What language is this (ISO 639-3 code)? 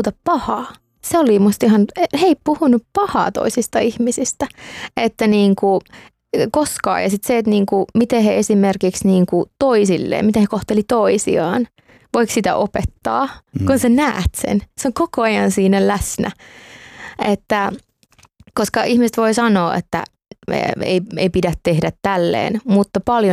fin